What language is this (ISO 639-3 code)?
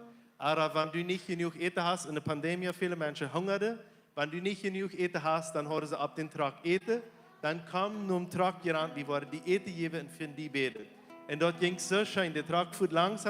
pdt